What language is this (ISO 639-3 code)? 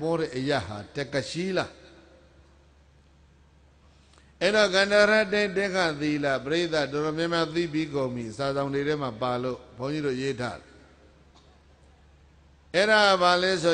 mya